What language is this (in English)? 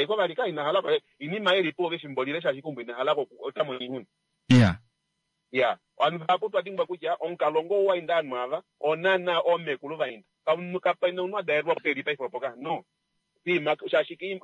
Kuanyama